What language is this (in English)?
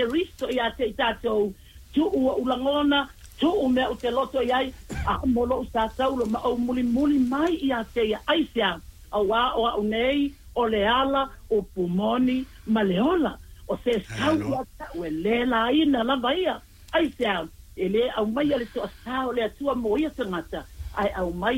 Samoan